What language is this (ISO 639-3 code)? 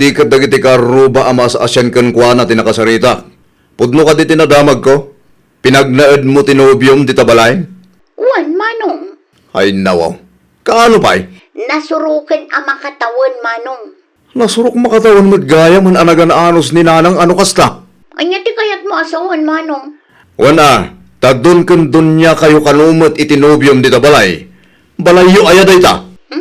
ilo